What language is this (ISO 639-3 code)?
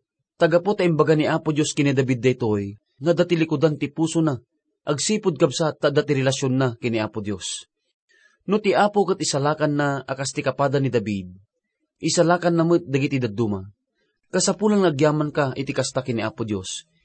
ilo